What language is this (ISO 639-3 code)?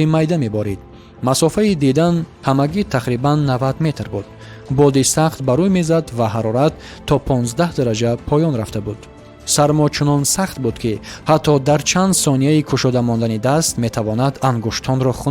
tgk